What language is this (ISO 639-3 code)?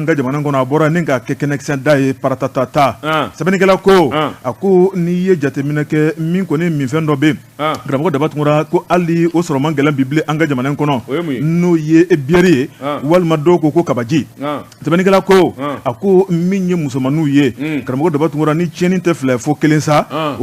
bam